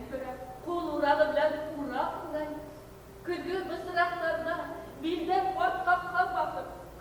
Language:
Bashkir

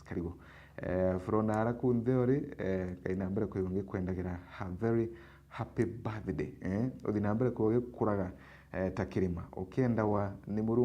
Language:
Meru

